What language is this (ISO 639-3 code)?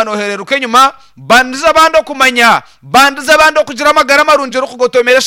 nyn